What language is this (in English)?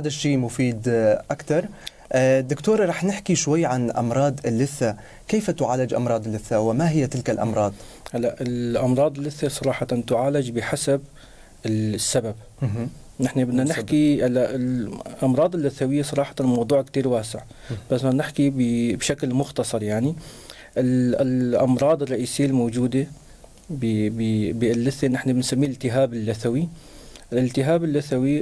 North Levantine Arabic